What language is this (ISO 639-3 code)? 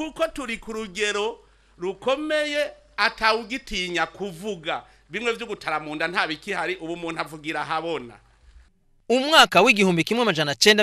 run